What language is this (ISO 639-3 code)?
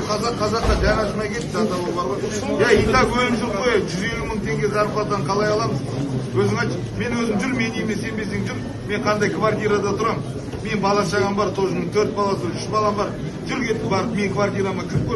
kaz